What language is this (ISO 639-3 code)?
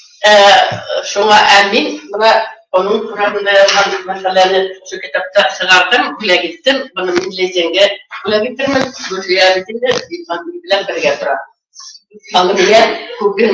bak